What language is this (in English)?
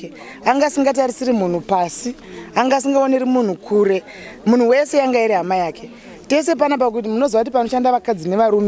Shona